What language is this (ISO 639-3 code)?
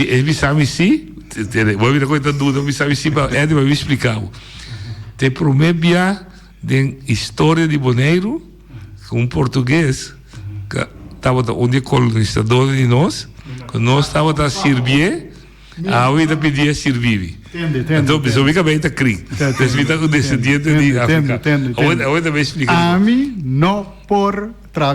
pap